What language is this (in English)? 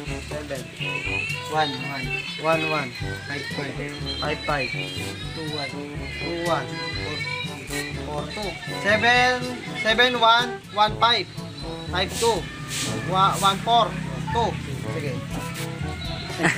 Filipino